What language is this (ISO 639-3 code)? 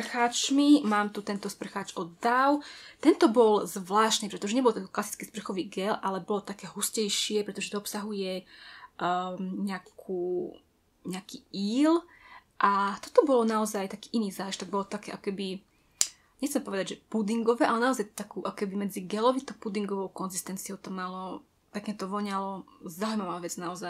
slk